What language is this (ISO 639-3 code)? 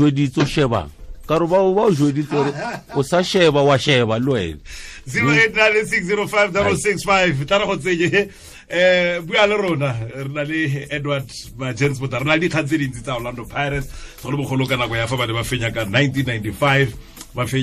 tsn